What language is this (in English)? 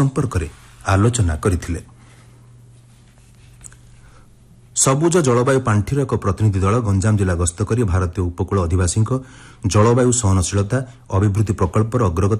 Odia